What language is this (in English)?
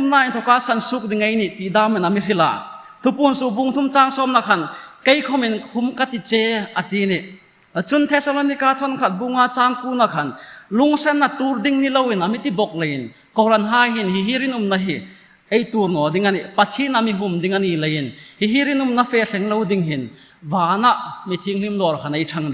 Hmar